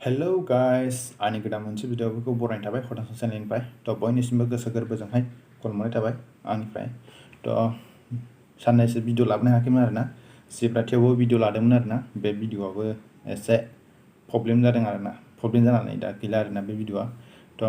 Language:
Bodo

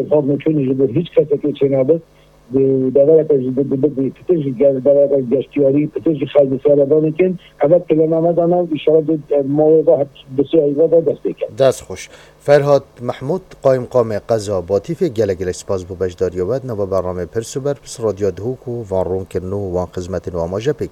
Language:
Kurdish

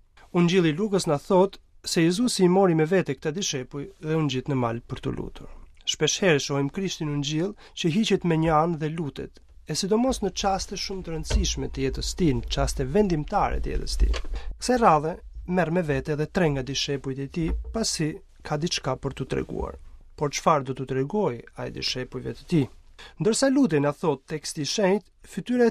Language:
Albanian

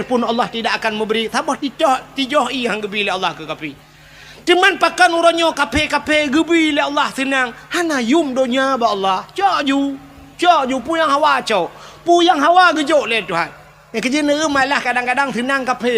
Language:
Achinese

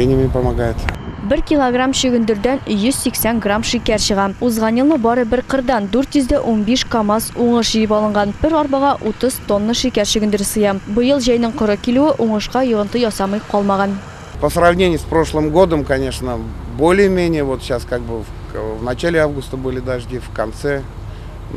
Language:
Tatar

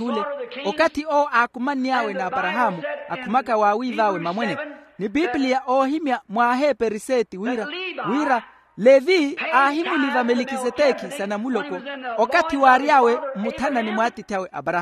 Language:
Makhuwa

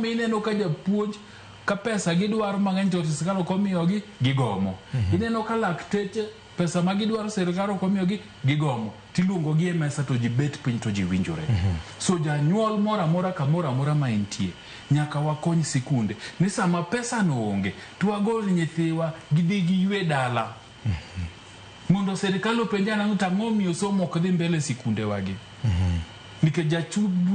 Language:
Luo (Kenya and Tanzania)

